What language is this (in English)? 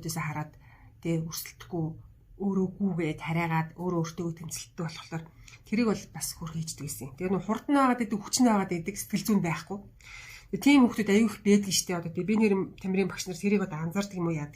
Mongolian